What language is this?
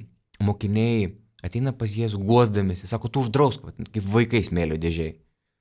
Lithuanian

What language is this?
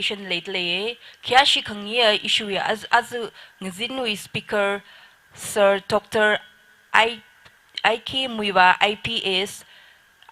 Tangkhul Naga (India)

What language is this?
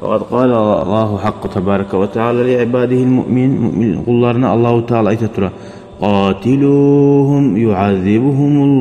Kumyk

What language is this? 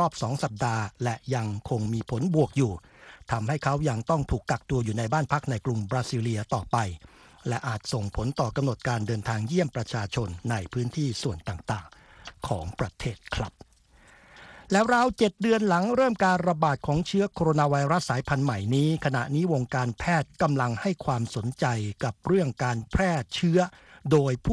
Thai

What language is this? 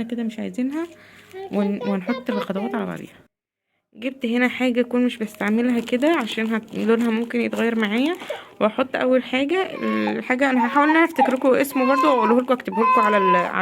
Egyptian Arabic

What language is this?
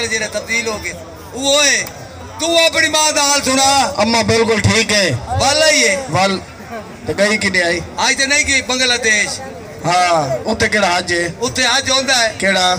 Saraiki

